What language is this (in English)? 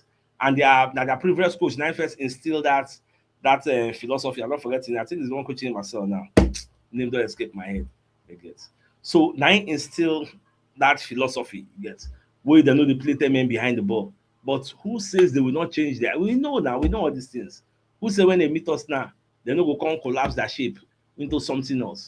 Nigerian Pidgin